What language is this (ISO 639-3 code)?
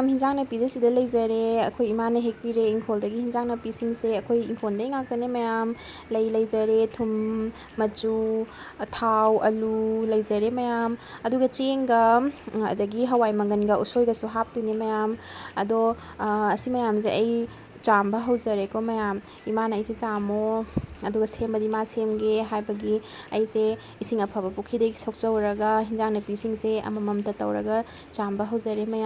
mni